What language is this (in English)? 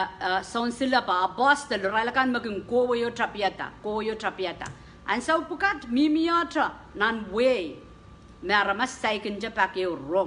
Pohnpeian